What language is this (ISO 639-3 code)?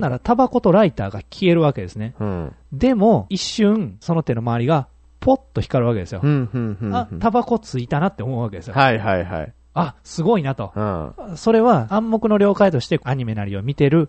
jpn